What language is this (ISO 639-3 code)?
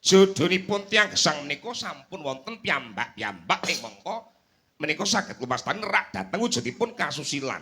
jav